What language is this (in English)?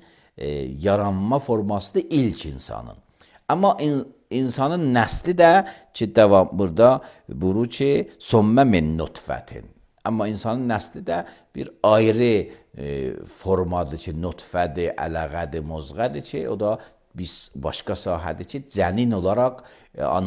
Azerbaijani